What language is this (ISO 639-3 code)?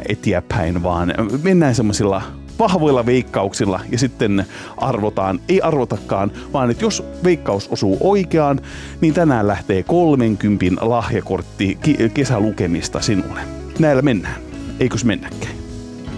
fin